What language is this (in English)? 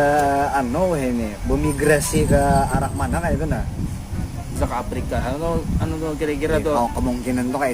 Banjar